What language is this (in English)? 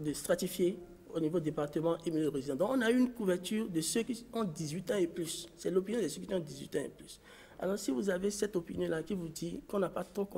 French